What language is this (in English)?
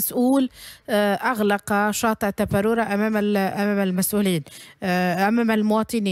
Tunisian Arabic